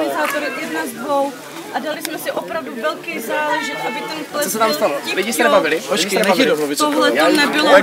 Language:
Czech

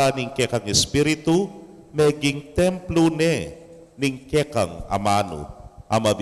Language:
Pampanga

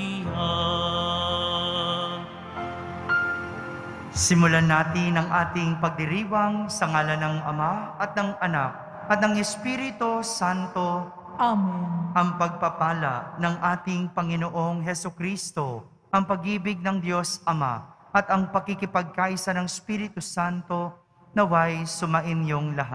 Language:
Filipino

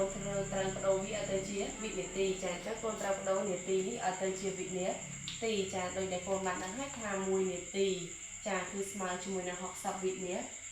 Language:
Khmer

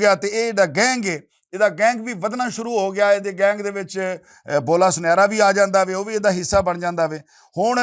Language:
Western Panjabi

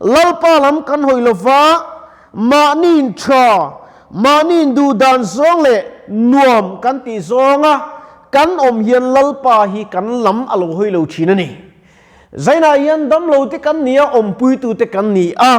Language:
Mizo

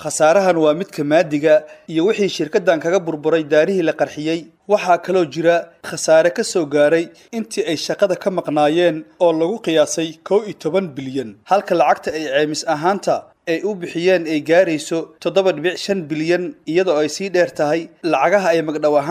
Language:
Somali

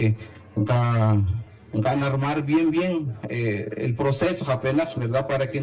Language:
Spanish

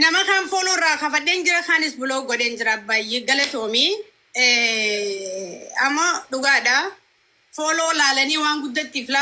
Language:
Oromo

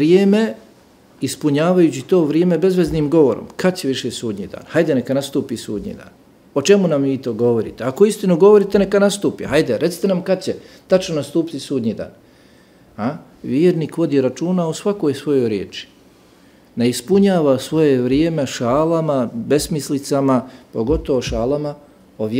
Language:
Bosnian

